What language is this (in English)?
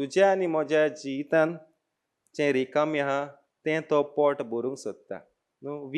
Konkani